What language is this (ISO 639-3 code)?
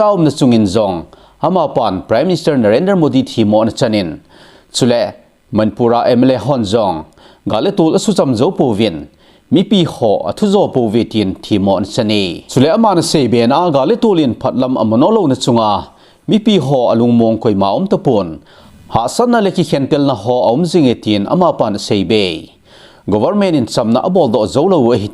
tcz